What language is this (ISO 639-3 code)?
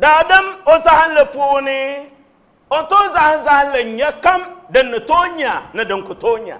dag